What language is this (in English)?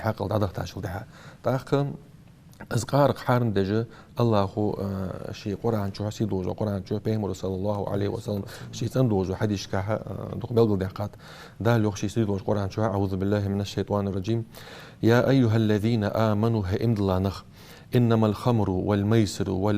Ingush